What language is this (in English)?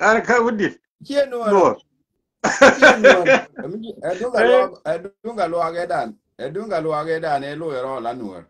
Nuer